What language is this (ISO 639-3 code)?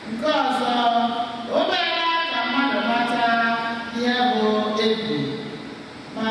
ibo